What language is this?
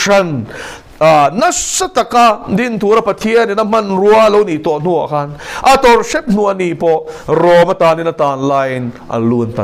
Mizo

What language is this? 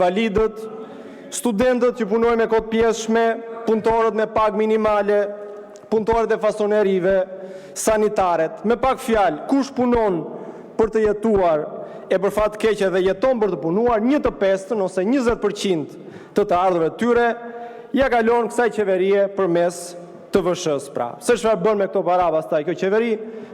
Albanian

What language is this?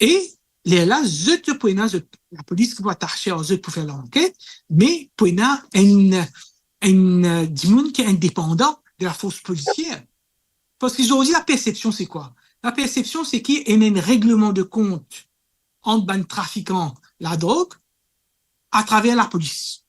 Morisyen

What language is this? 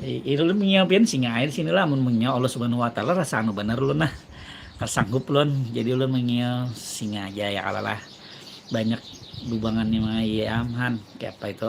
Banjar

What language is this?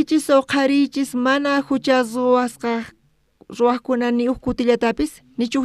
South Bolivian Quechua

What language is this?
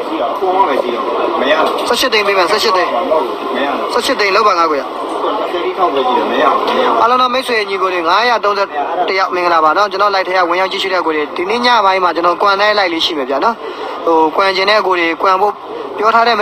Burmese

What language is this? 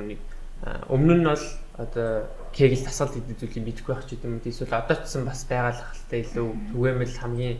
Mongolian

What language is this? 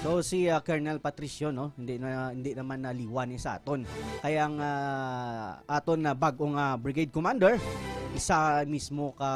Hiligaynon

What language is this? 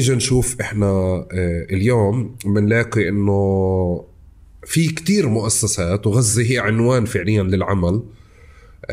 North Levantine Arabic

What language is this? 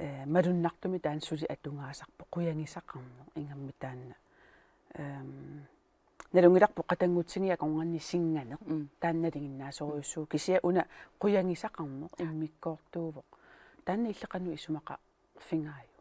Kalaallisut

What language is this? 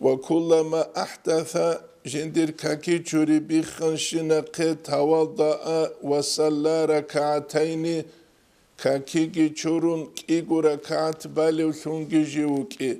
Avaric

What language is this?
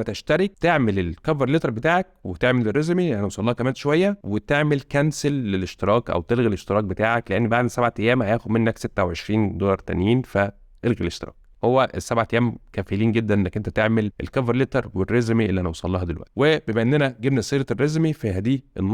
Egyptian Arabic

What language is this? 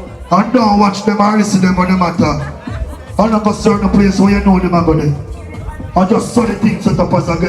Jamaican Creole English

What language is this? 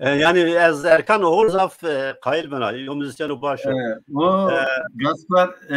Zaza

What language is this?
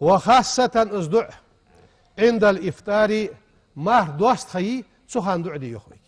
Ingush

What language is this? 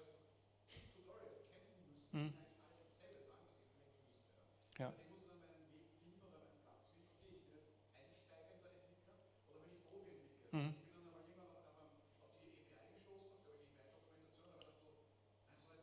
German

